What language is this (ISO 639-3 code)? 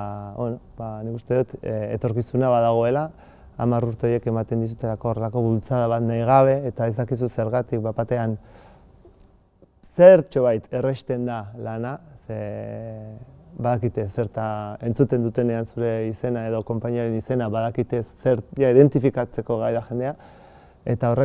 eus